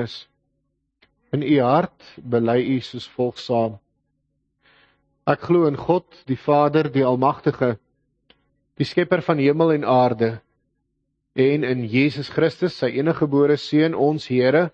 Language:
Afrikaans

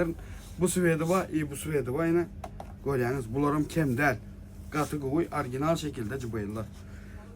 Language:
Turkmen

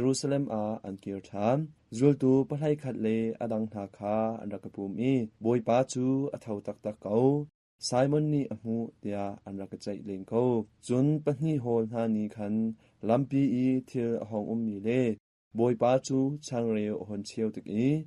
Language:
Hakha Chin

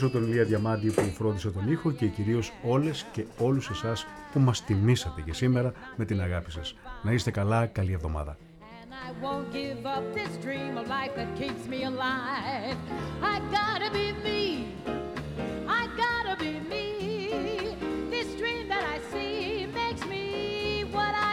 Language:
Greek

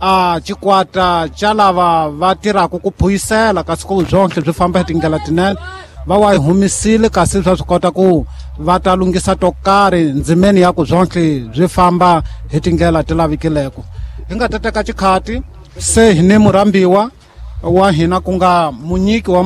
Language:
Tsonga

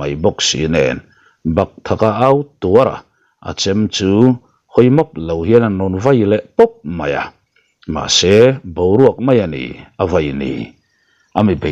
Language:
Mizo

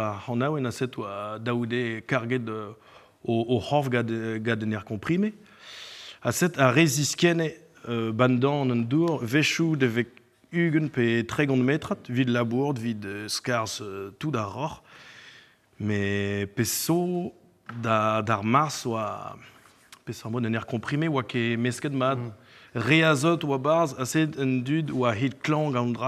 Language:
Breton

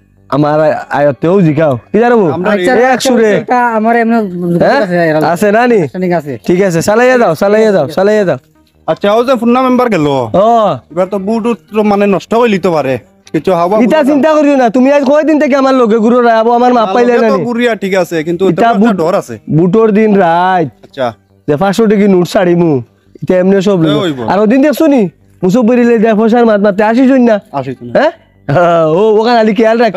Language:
Sylheti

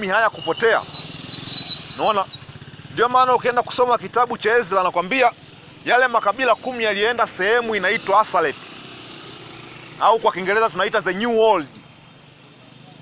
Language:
Swahili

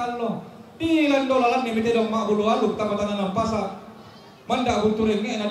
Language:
Toraja-Sa'dan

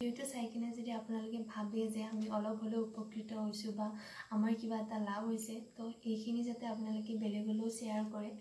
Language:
Assamese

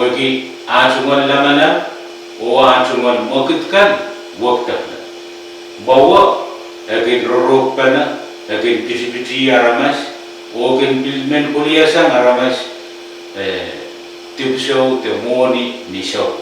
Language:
Pohnpeian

